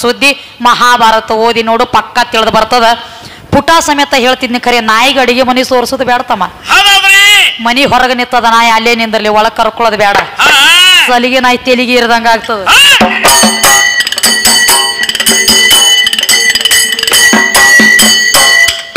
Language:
Kannada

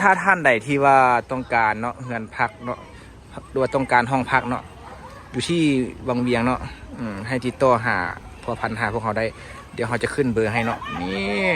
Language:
Lao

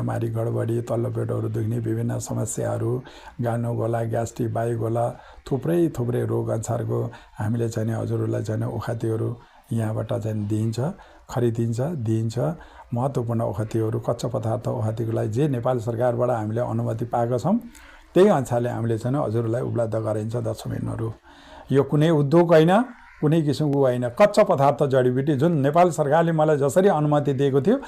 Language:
Nepali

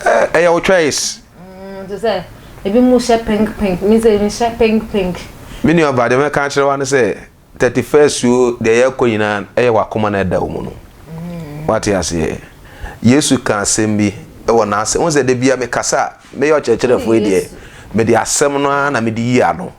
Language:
Akan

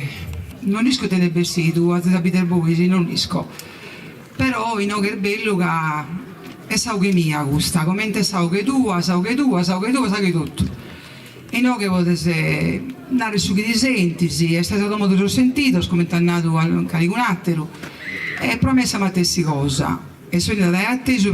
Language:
Sardinian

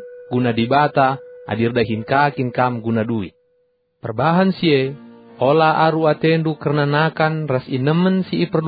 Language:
Batak Karo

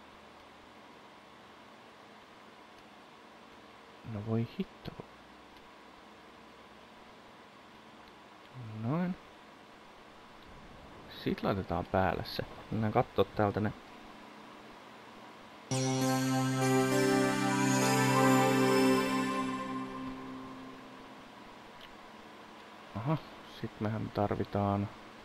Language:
Finnish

